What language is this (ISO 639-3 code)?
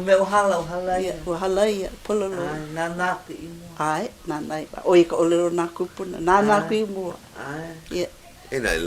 haw